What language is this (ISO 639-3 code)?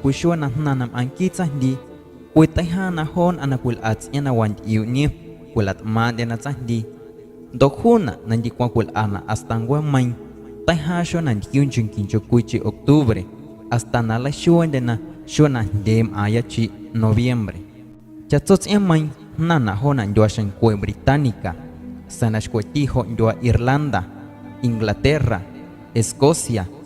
amu